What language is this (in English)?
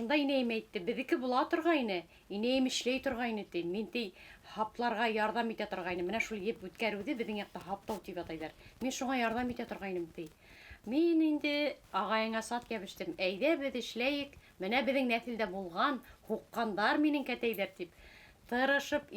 Bashkir